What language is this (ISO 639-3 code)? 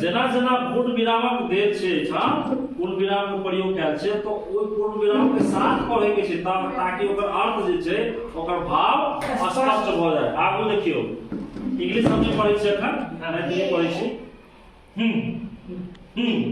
mai